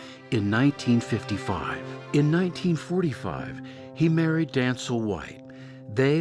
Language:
Tahitian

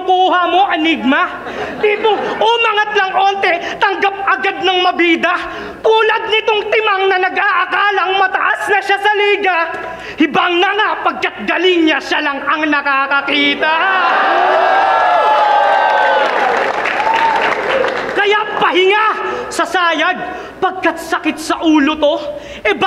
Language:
Filipino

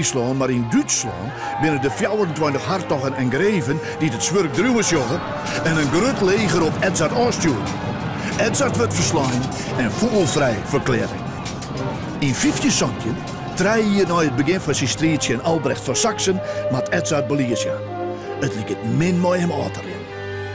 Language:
Western Frisian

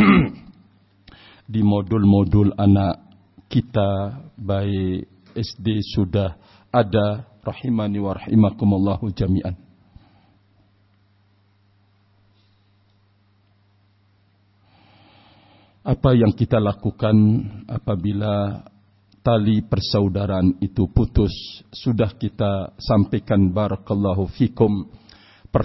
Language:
Indonesian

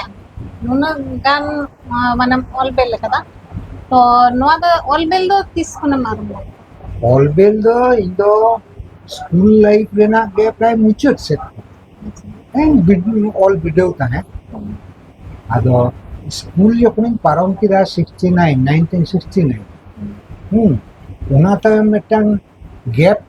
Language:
Santali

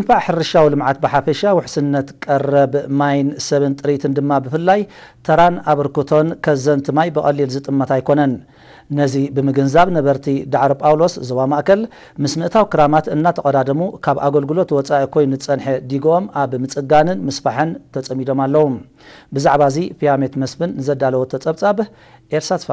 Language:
Tigrinya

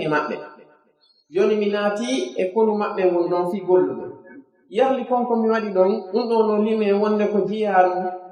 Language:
Pular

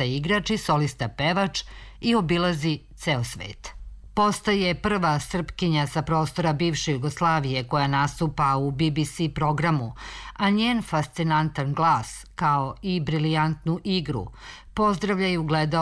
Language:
Serbian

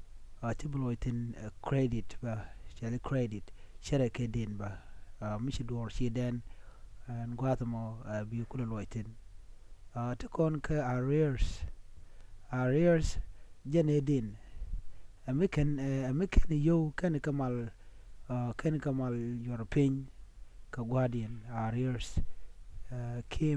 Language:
Nuer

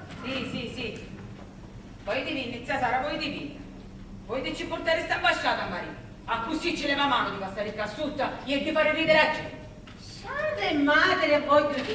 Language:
Sicilian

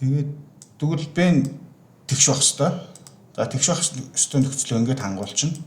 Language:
Mongolian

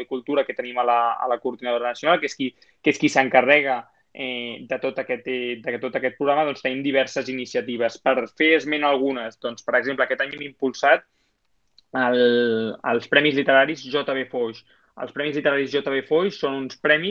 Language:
Catalan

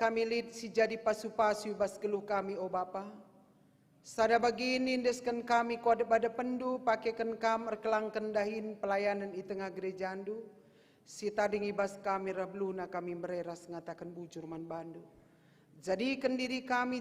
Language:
Batak Karo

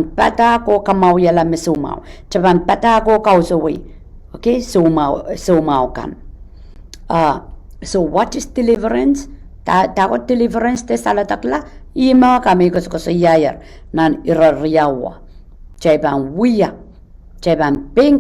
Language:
Pohnpeian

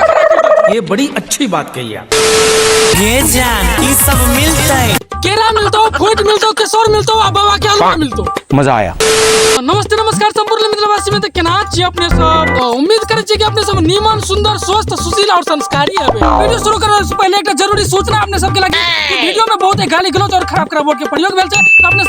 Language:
Maithili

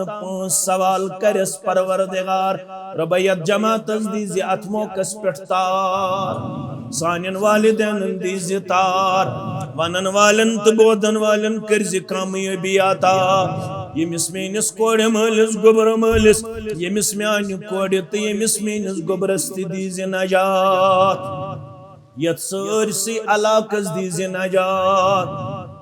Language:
Kashmiri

